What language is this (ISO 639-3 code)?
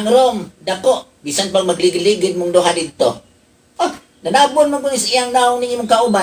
ceb